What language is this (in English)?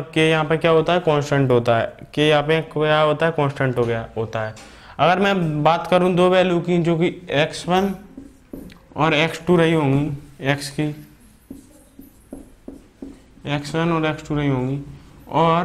Hindi